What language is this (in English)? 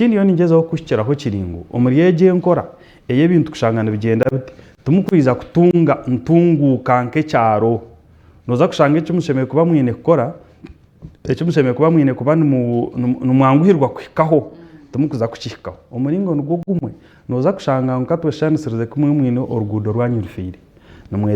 Nyankole